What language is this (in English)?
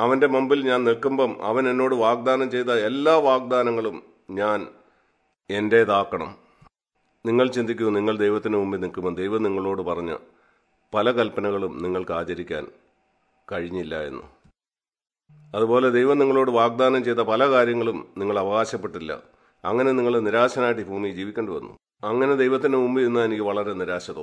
Malayalam